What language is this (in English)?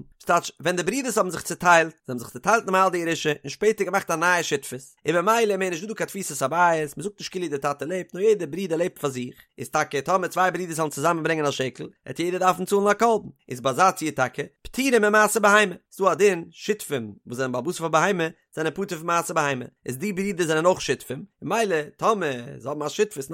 Yiddish